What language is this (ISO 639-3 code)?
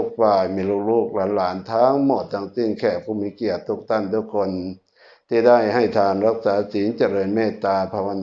tts